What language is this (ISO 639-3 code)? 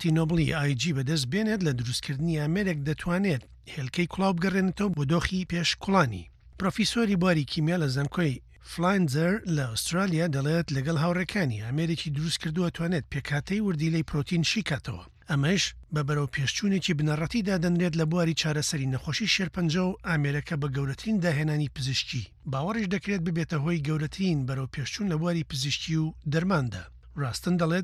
ckb